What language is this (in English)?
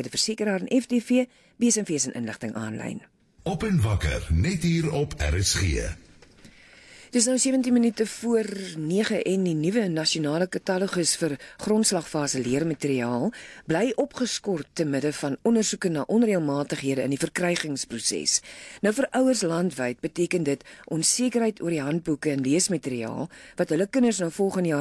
Afrikaans